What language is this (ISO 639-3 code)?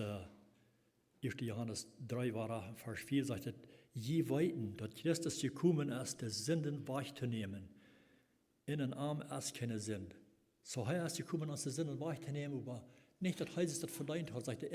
pdt